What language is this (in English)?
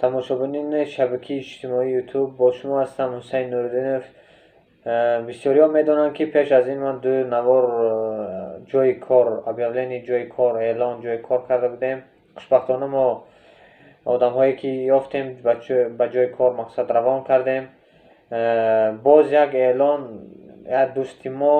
Tajik